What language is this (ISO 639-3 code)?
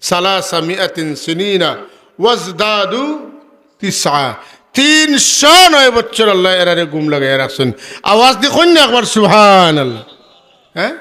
syl